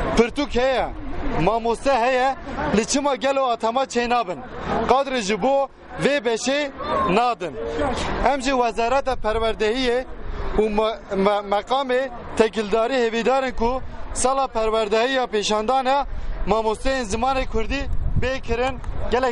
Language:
Kurdish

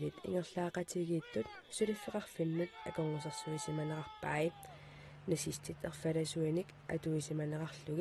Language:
Kalaallisut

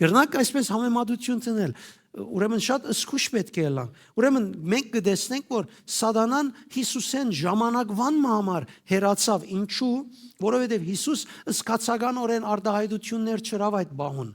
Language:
Western Armenian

